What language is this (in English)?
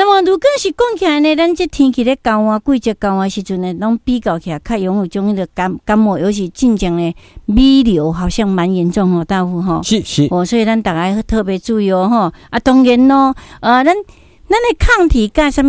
Min Nan Chinese